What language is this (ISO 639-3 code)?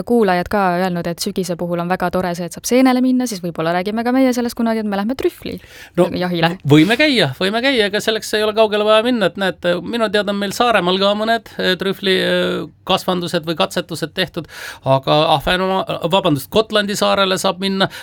est